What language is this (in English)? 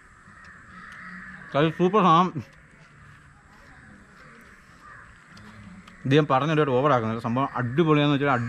Malayalam